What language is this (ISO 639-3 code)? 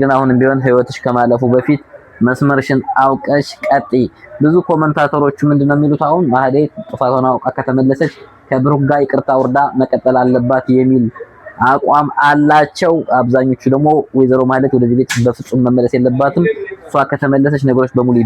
amh